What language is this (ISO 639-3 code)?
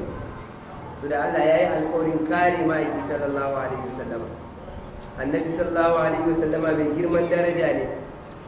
hau